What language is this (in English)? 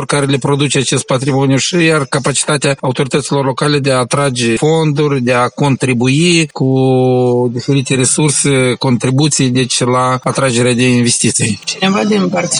Romanian